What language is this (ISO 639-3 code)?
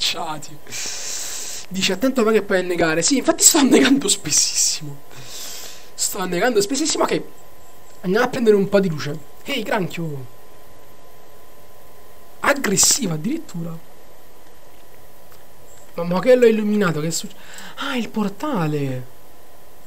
ita